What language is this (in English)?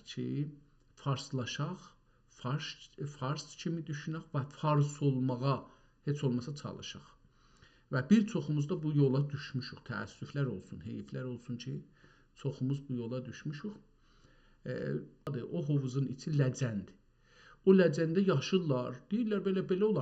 South Azerbaijani